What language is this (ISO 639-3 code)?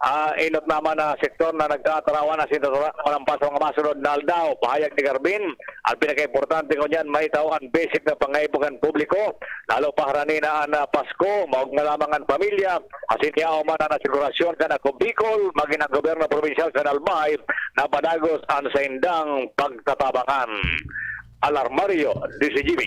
bik